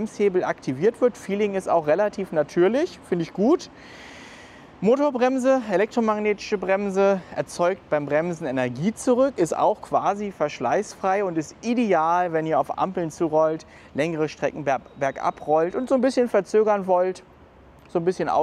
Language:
German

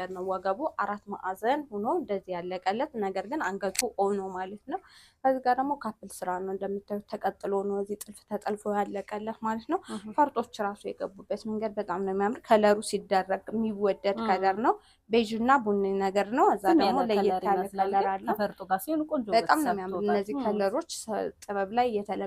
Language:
Amharic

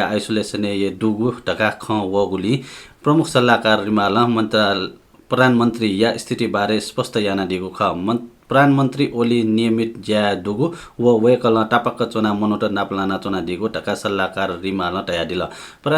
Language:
Newari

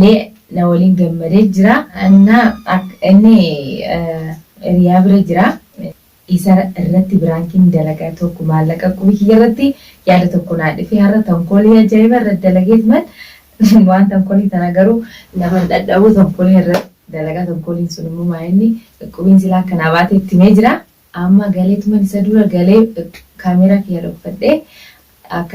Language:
Oromo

